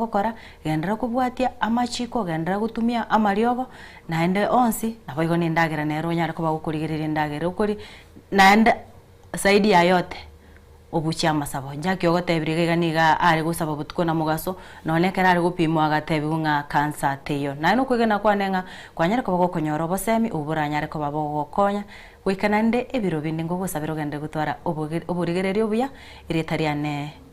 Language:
Gusii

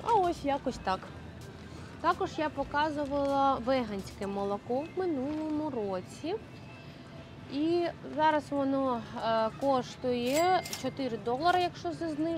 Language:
Ukrainian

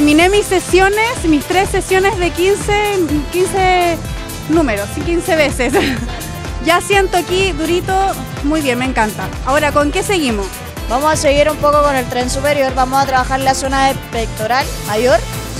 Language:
Spanish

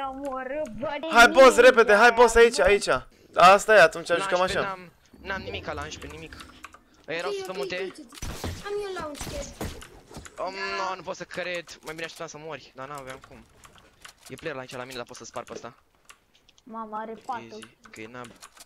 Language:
Romanian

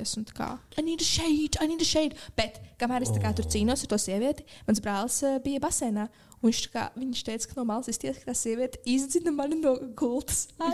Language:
Latvian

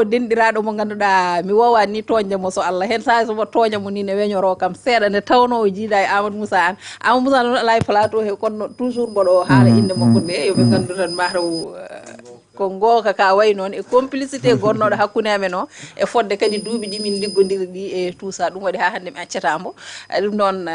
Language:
Fula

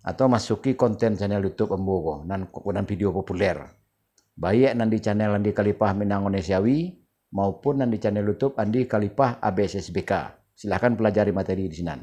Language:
Minangkabau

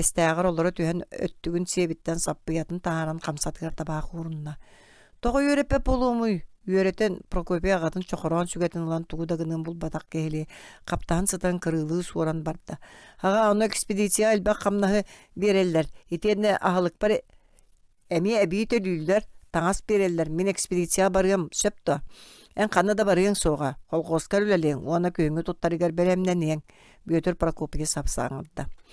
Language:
Yakut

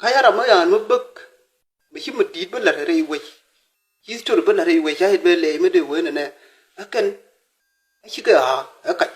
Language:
Nuer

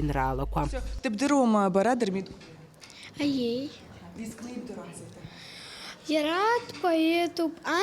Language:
Abkhazian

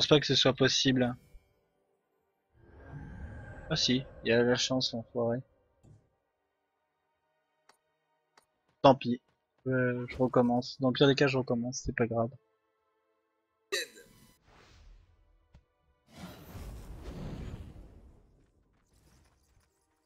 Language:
French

